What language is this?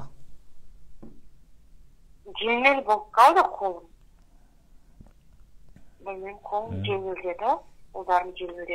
Kazakh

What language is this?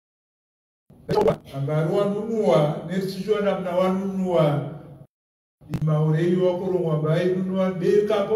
Swahili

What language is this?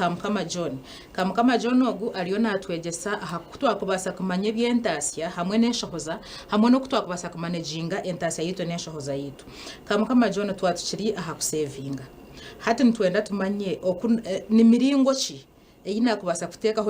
Nyankole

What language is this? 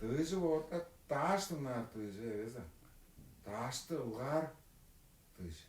Tuvinian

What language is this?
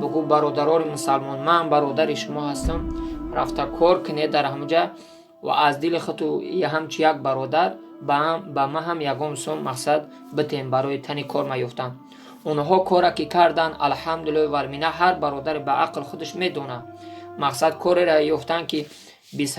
Tajik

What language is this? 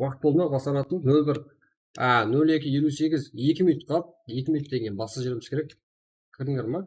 Kara-Kalpak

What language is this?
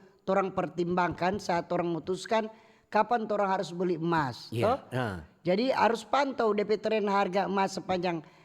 Manado Malay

